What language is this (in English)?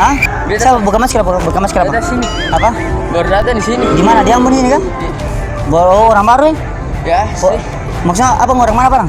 Ambonese Malay